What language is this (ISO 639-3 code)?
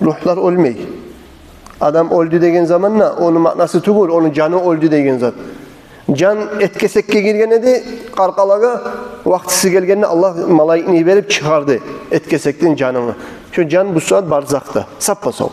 kum